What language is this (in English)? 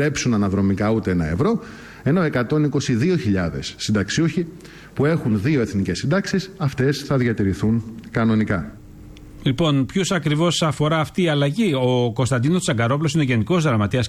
Greek